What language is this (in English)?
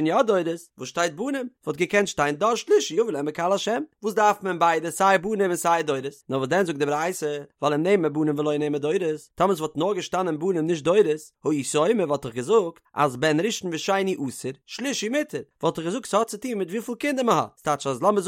Yiddish